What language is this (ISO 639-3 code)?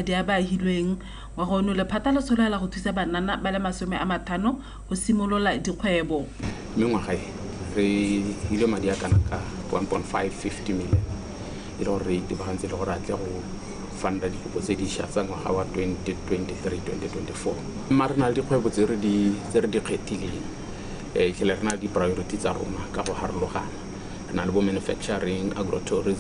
tsn